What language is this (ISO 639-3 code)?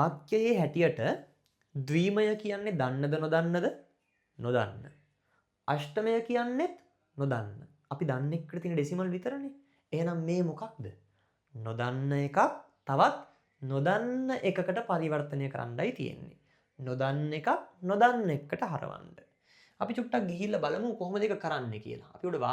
sin